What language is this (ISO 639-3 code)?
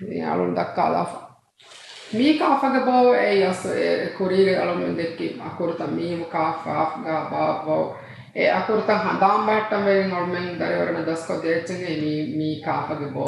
div